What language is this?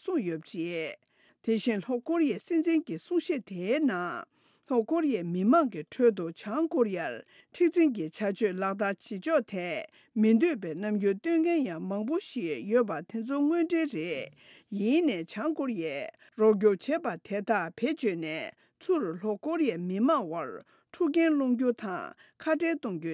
Tibetan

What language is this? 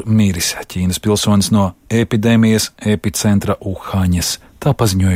Latvian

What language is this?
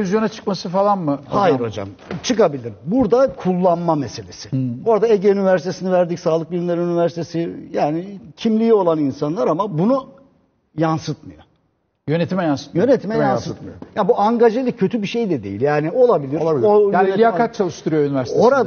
Turkish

